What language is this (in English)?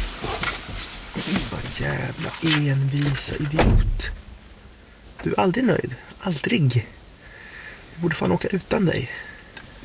Swedish